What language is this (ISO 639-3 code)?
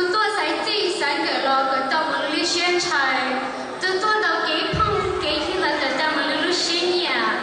hmn